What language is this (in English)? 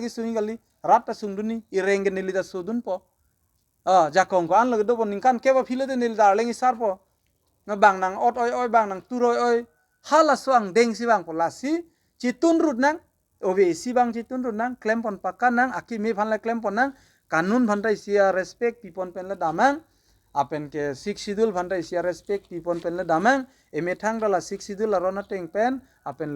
Karbi